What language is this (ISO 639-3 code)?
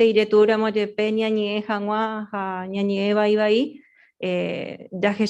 grn